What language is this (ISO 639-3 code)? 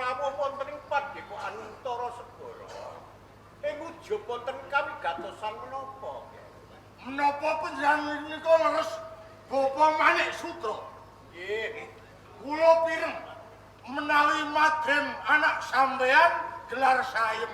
jav